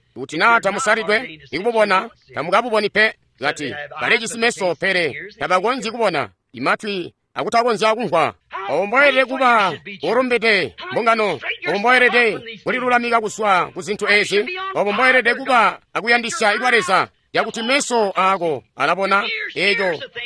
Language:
Tonga (Zambia)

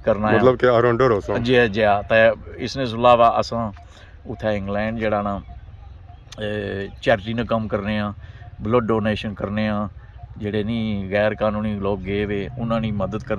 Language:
Pahari-Potwari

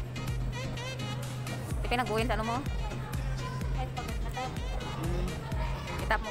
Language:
Filipino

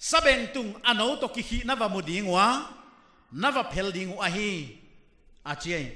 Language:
Paite Chin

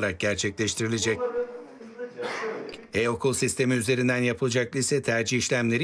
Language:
Turkish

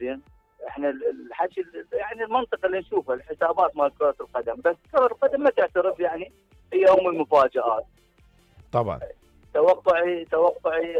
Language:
Mesopotamian Arabic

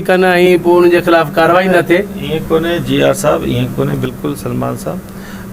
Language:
Sindhi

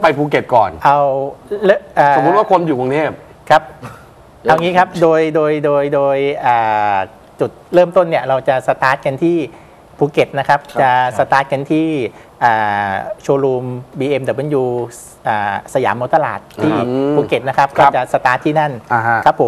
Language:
Thai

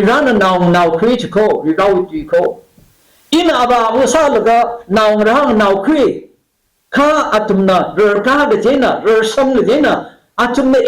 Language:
Tangkhul Naga (India)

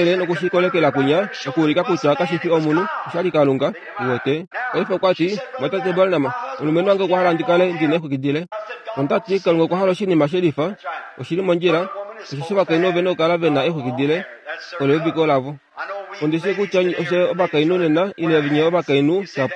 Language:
Kuanyama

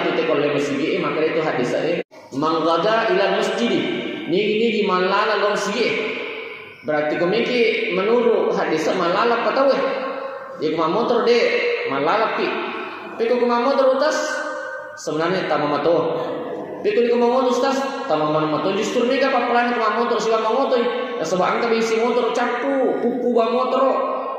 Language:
Buginese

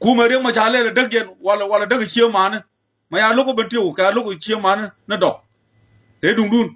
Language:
Nuer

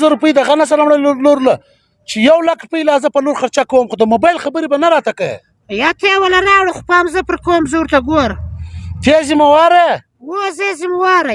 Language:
Pashto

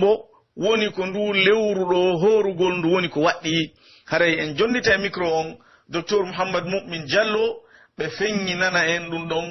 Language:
Pular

